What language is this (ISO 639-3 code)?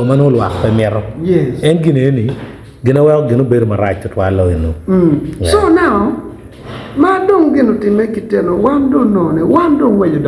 ach